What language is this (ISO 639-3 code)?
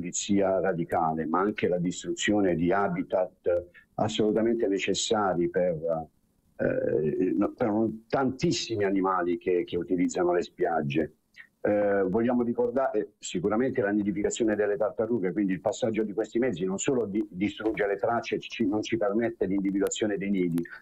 ita